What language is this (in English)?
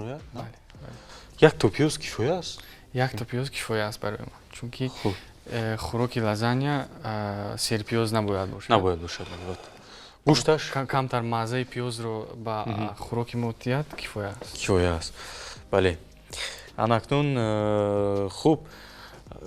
Tajik